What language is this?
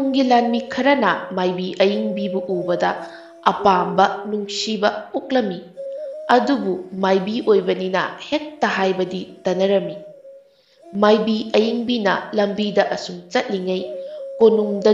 Manipuri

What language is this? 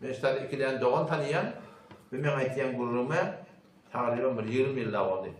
Turkmen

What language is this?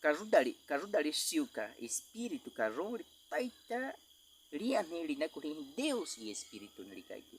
Baniwa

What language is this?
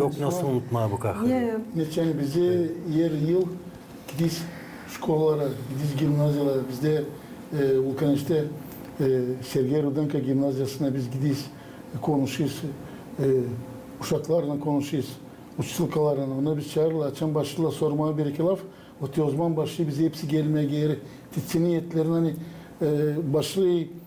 Gagauz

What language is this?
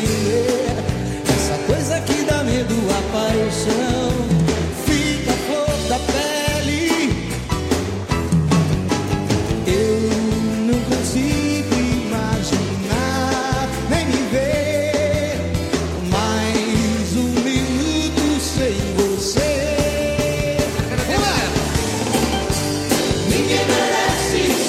Portuguese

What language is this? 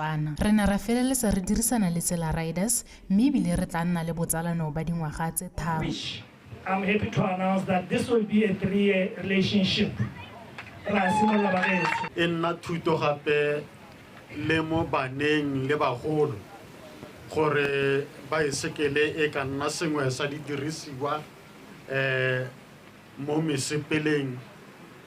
Tswana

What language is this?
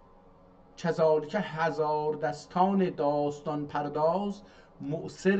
South Azerbaijani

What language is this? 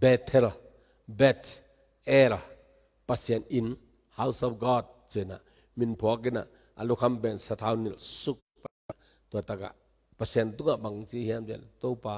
Tedim Chin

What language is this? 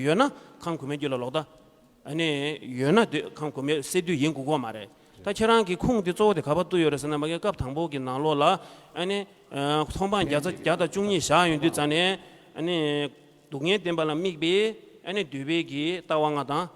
Tibetan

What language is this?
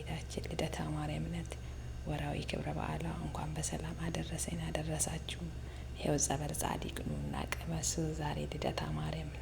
Amharic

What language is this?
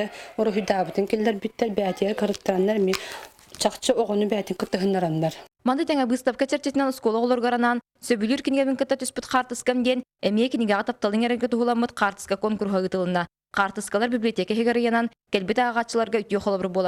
Yakut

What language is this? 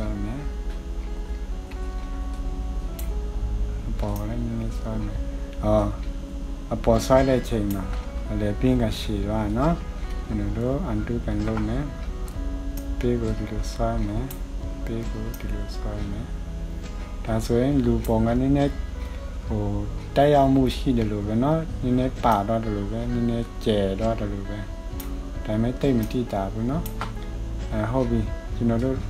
Burmese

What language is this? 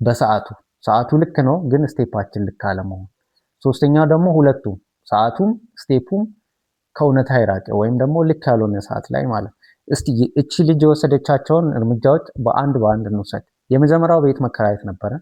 Amharic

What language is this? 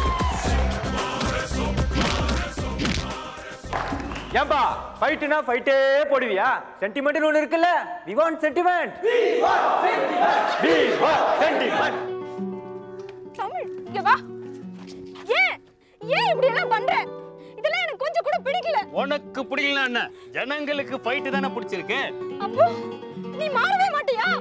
Tamil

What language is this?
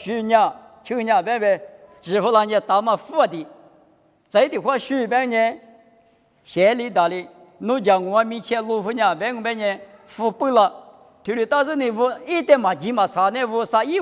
Lisu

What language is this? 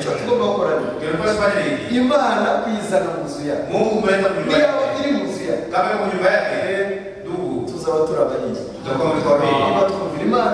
Kinyarwanda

